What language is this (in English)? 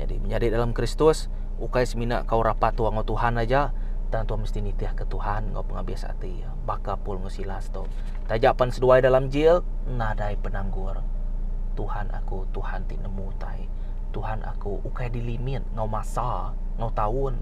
Iban